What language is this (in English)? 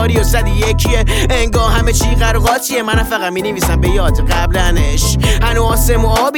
Persian